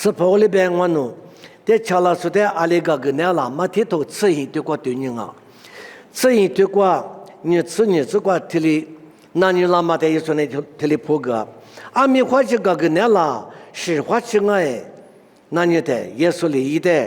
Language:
Lisu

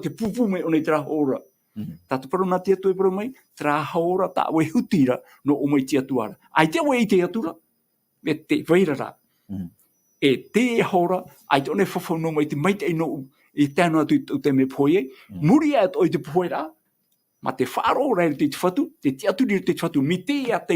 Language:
Tahitian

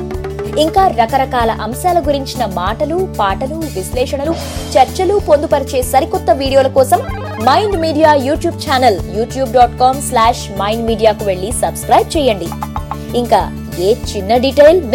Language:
Telugu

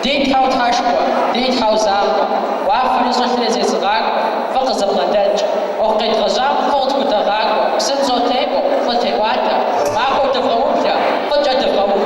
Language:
Kabardian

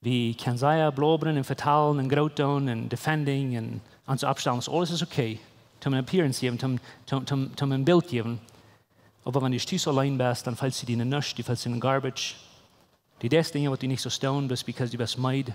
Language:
Plautdietsch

